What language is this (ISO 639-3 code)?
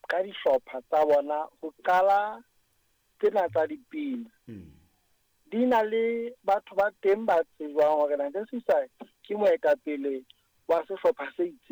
sot